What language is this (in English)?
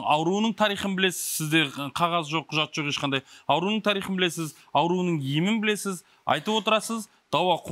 Kazakh